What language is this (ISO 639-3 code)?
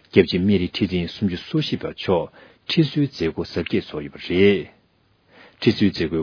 bod